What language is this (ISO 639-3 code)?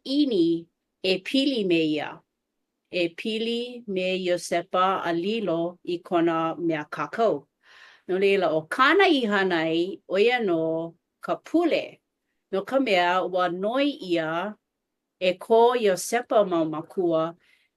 haw